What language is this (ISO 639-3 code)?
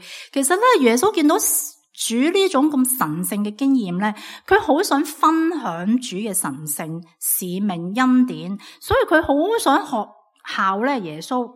yue